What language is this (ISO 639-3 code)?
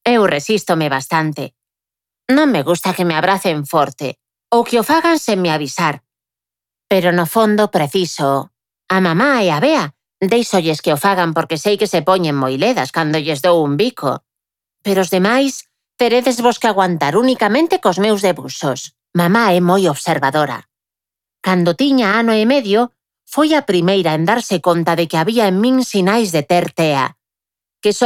glg